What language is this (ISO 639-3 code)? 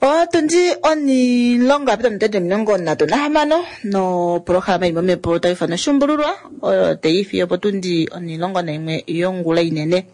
kua